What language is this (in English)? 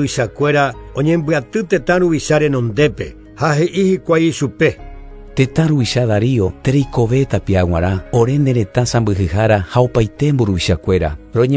Guarani